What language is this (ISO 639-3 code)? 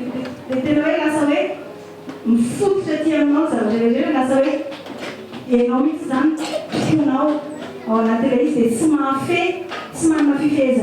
mlg